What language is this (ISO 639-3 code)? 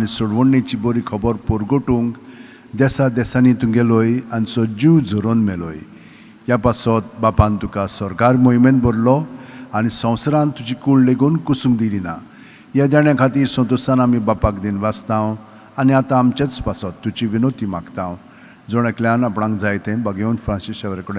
kok